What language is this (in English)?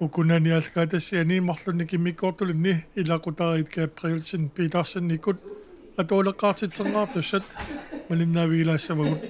Kalaallisut